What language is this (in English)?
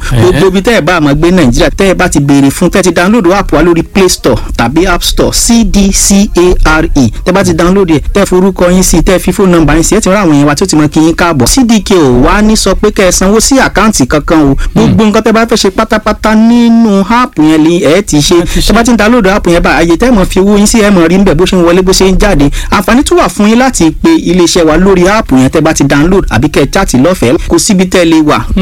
Yoruba